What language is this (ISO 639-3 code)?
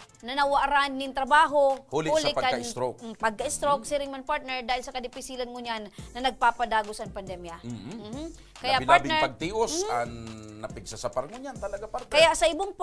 bik